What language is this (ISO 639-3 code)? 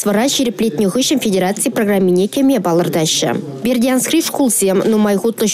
chv